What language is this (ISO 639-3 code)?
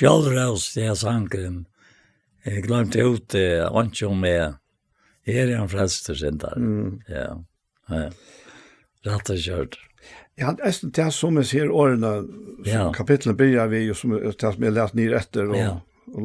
fao